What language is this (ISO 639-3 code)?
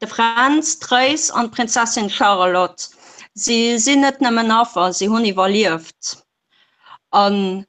ltz